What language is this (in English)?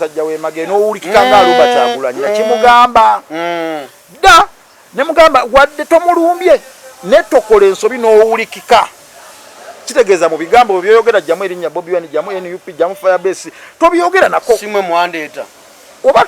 Ganda